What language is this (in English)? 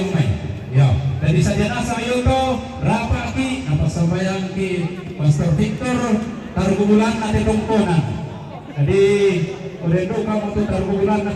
Toraja-Sa'dan